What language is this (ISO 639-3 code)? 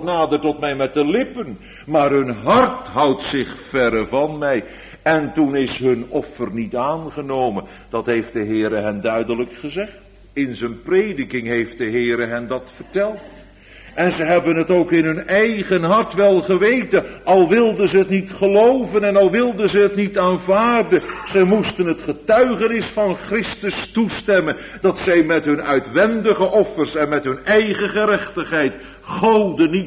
nld